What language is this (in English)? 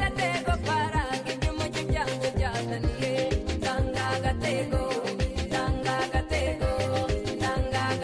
Kinyarwanda